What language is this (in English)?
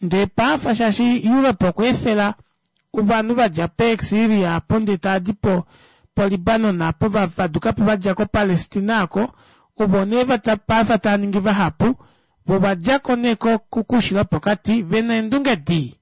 Kuanyama